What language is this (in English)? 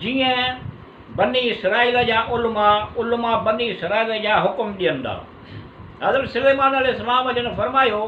Sindhi